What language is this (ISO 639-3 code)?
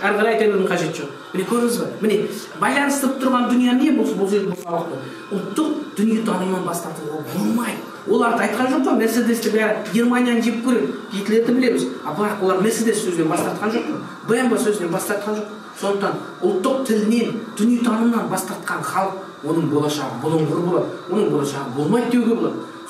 kaz